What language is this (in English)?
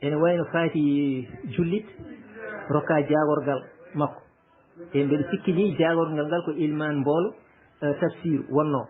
Fula